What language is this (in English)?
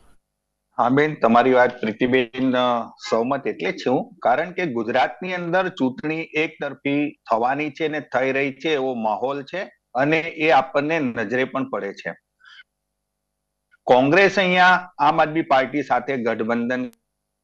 Gujarati